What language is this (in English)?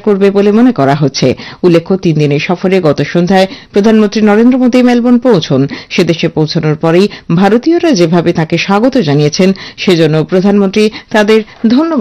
Bangla